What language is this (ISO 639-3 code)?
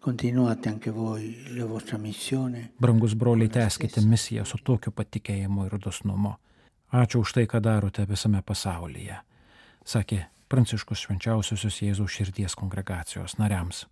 lit